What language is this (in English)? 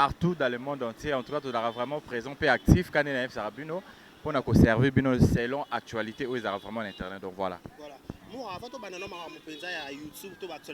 Lingala